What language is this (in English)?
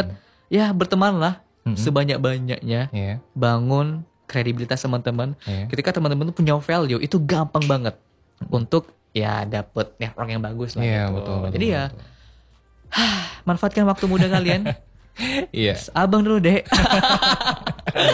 Indonesian